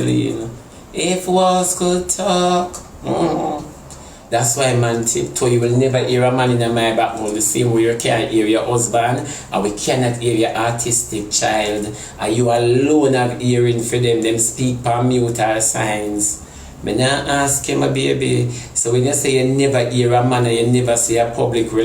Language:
Jamaican Creole English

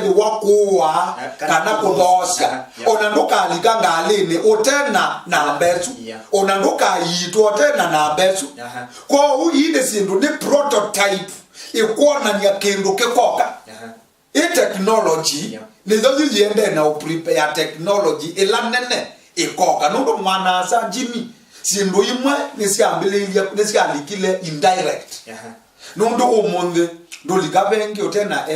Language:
Kamba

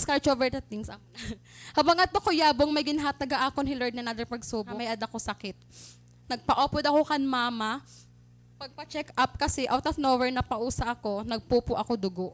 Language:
Waray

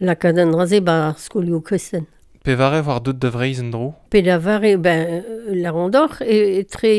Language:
Breton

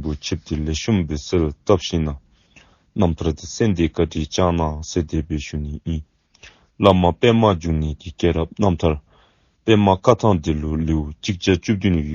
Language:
Dzongkha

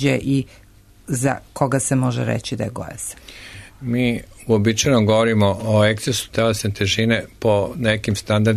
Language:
Serbian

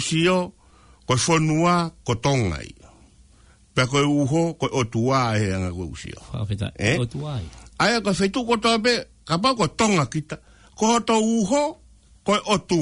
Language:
Tongan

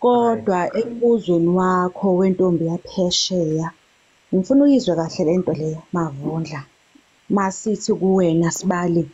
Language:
Zulu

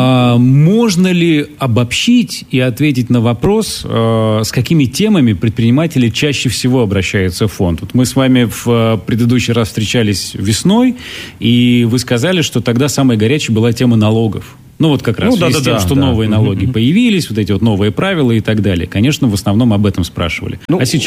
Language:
Russian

